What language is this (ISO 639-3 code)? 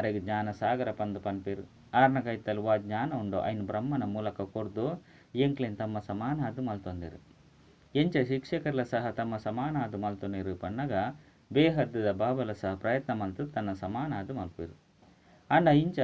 tcy